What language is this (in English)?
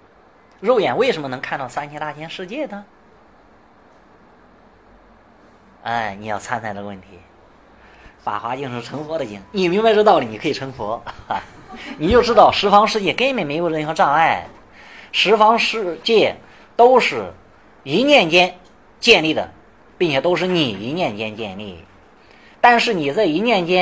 Chinese